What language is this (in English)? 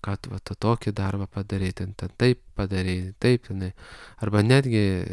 Lithuanian